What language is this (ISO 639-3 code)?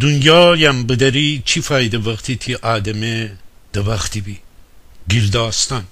glk